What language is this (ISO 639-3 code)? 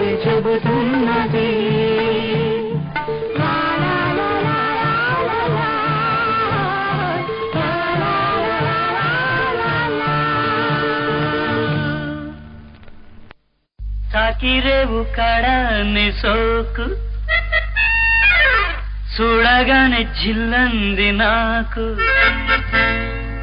tel